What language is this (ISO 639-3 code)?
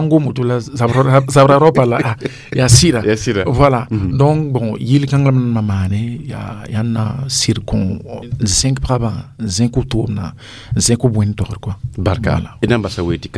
mos